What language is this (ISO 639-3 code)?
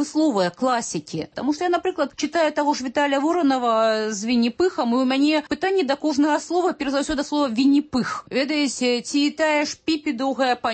bel